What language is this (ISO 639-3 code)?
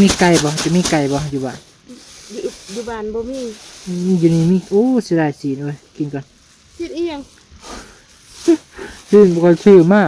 tts